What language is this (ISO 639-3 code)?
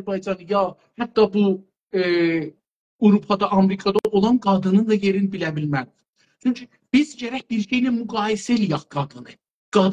azb